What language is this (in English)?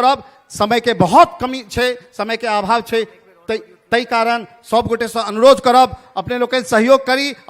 Maithili